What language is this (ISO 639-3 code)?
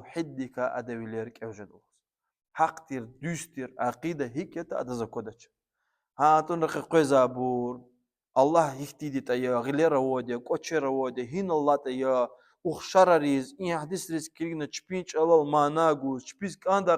lez